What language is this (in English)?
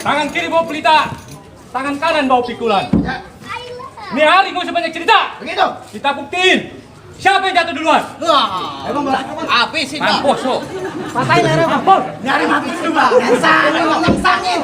Betawi